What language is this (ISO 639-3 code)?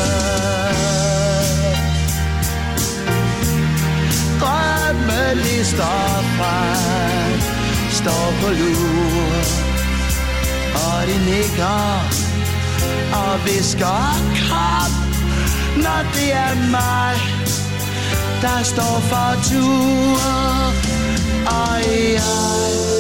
dan